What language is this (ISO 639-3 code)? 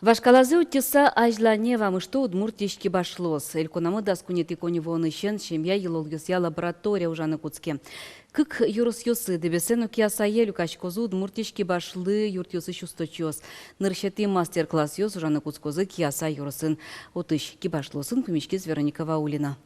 udm